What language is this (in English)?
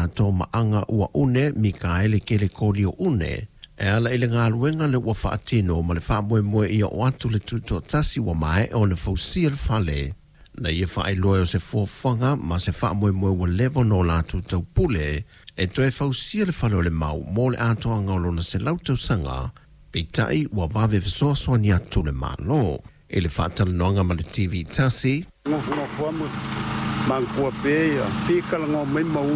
Samoan